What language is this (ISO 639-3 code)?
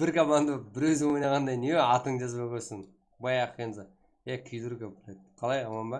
kaa